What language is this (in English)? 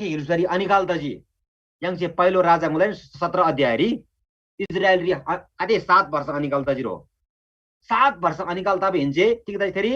Eastern Tamang